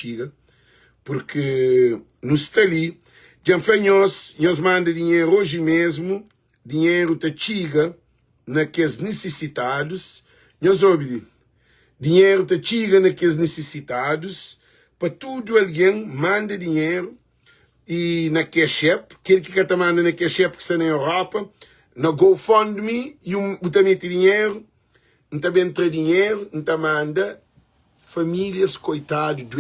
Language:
Kabuverdianu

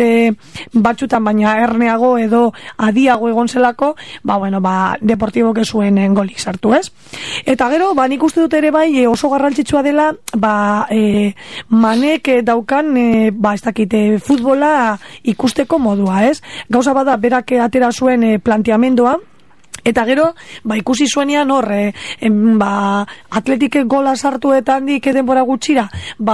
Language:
Basque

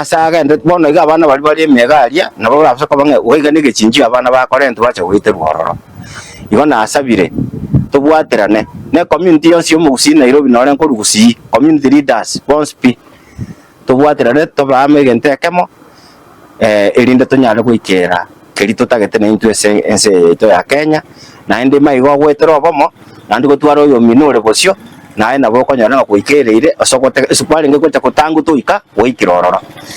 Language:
Gusii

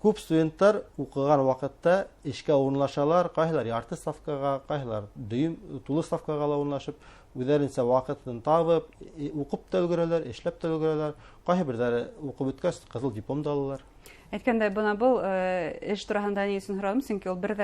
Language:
Bashkir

